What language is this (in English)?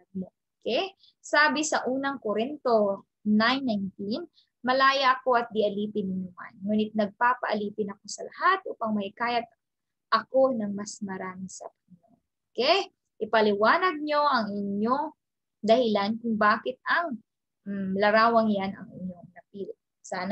Filipino